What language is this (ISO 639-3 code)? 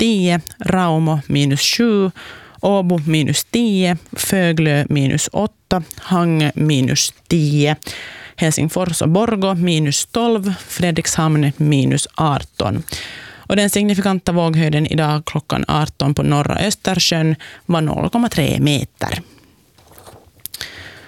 swe